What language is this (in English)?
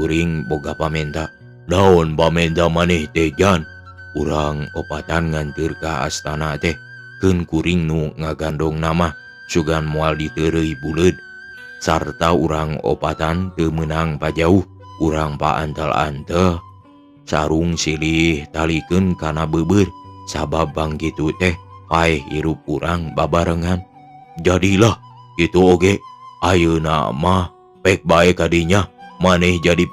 Sundanese